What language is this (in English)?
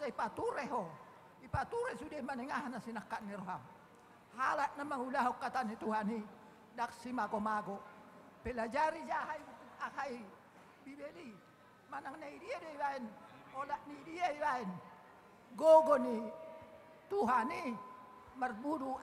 Batak Toba